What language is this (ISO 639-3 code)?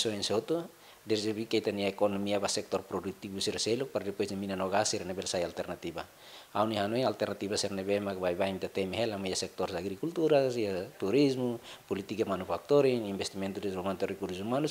tet